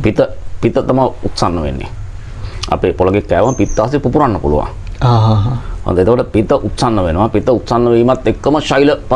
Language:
Sinhala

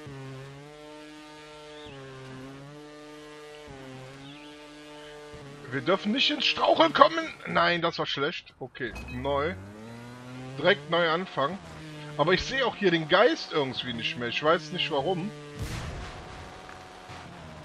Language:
German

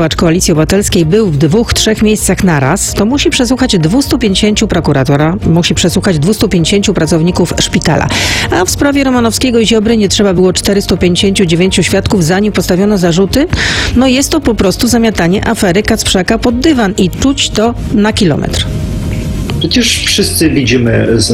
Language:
Polish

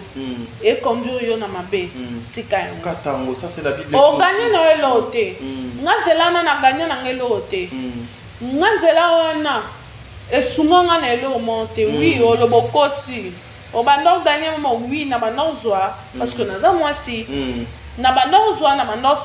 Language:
Lingala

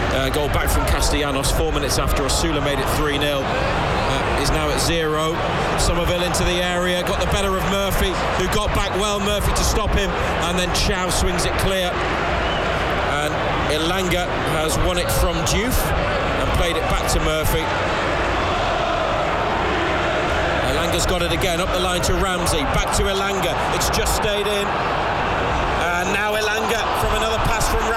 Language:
English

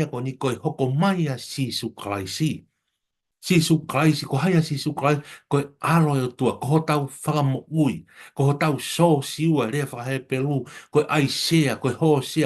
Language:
Tongan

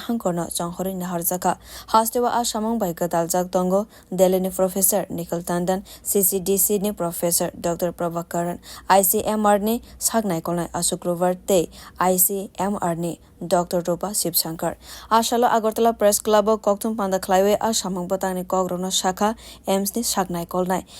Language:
Kok Borok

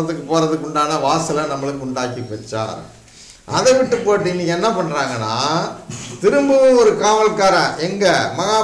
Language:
Tamil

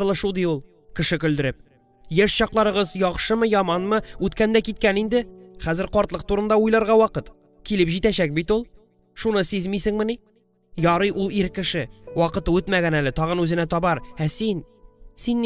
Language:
Tatar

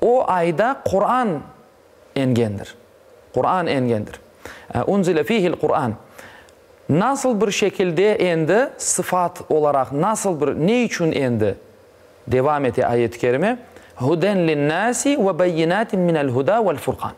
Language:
Crimean Tatar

